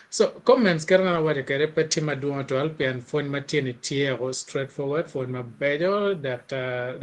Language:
Acoli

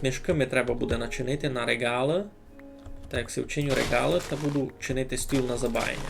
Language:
Rusyn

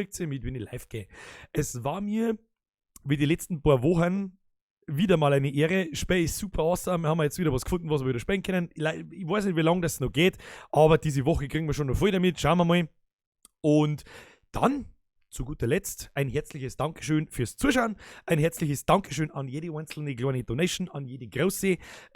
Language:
Bavarian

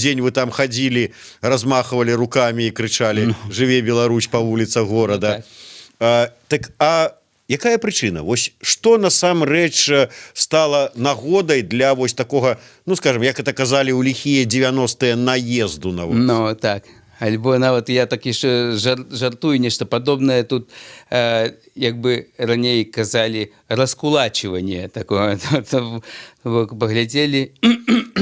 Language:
Belarusian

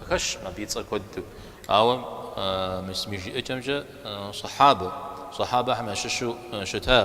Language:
Kabardian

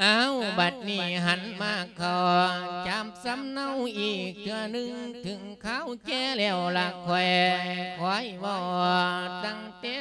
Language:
Lao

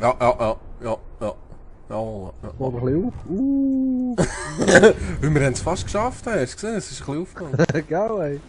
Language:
Swiss German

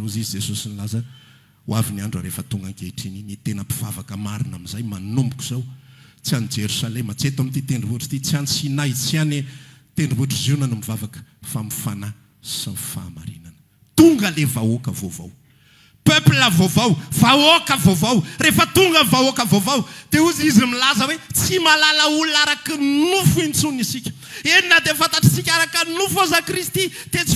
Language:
Malagasy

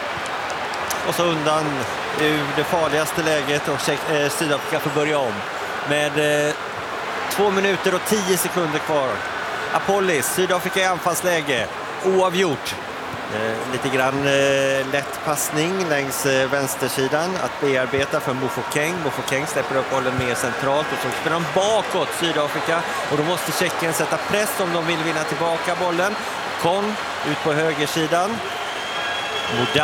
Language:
Swedish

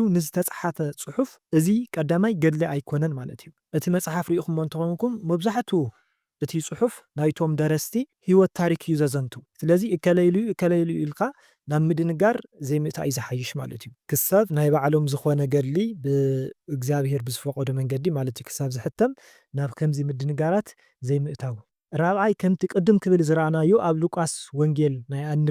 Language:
Tigrinya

